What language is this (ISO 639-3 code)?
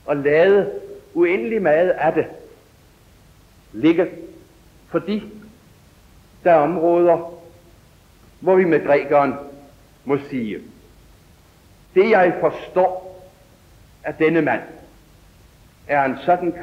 dan